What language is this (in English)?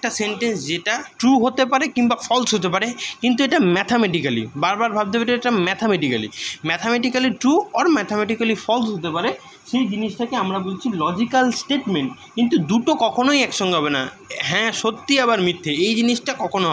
Bangla